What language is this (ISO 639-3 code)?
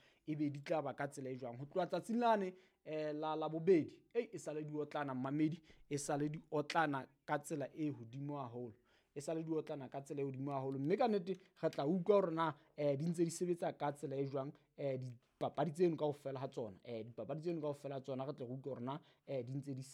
sot